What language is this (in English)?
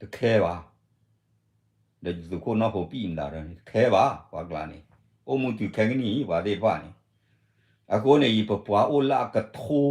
S'gaw Karen